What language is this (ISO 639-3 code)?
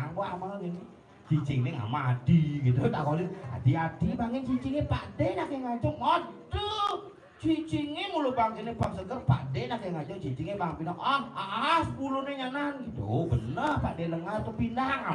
ban